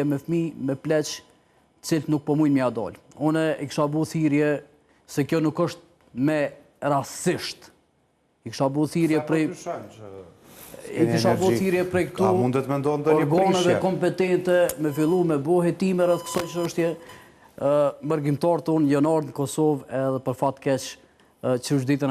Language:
Albanian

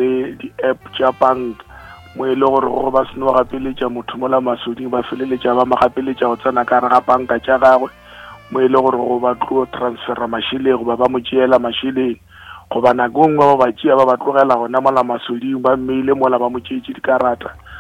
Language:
Northern Sotho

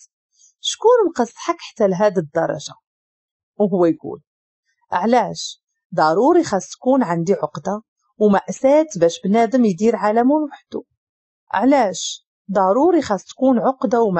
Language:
Moroccan Arabic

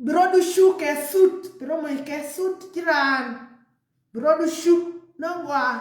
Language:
Nuer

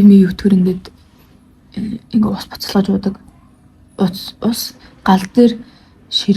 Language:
Mongolian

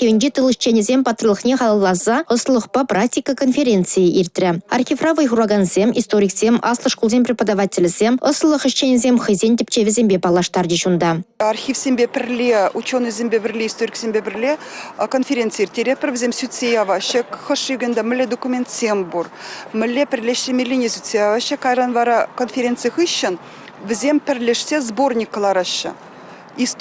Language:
Chuvash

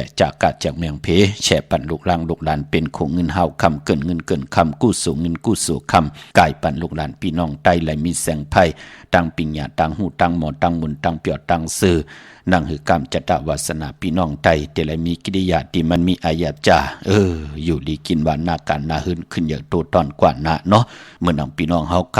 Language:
Shan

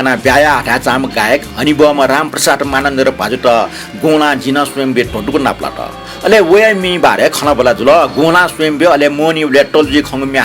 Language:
Newari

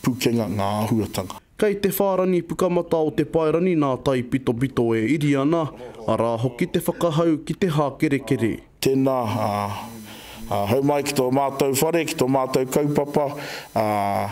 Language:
Māori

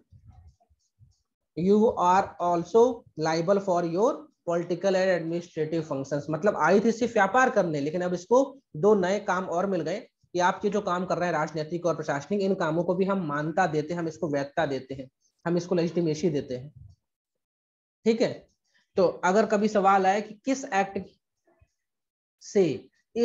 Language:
Hindi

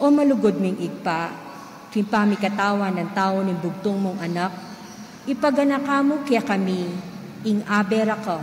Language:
Pampanga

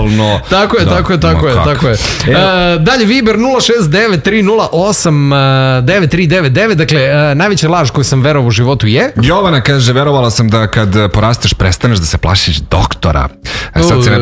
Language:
Serbian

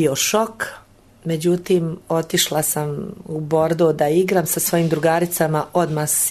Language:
Serbian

